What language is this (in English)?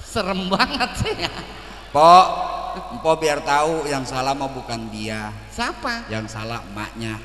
Betawi